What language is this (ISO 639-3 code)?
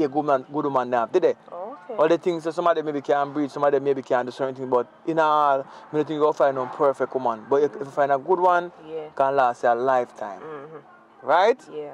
jam